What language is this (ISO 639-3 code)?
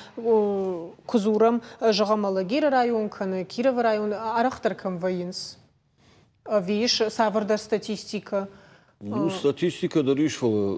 oss